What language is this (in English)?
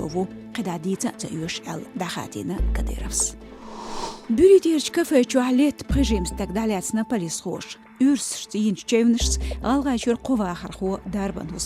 Chechen